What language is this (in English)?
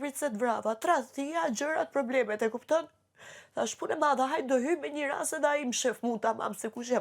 Albanian